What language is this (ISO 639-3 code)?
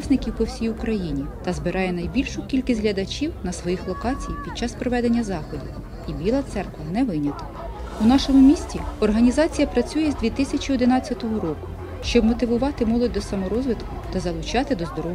ukr